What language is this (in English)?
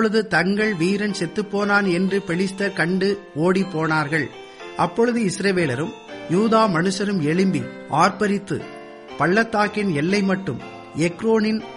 Tamil